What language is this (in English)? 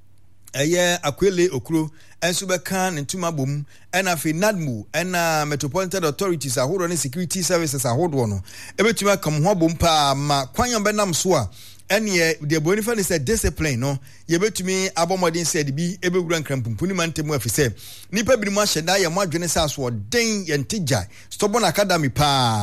Akan